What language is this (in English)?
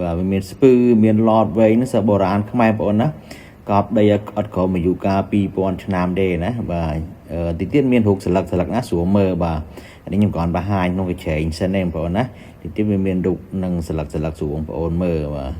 Khmer